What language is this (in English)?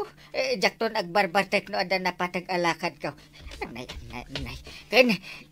Iloko